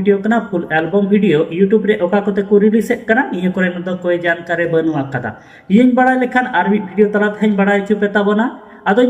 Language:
Santali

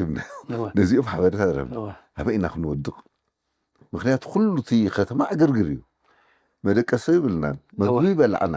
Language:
Tigrinya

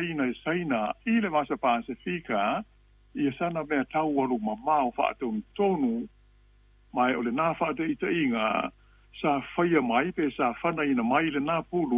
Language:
Samoan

